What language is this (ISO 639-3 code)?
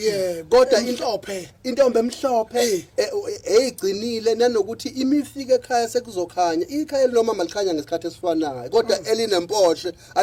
zul